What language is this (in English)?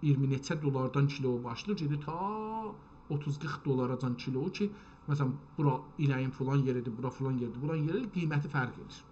South Azerbaijani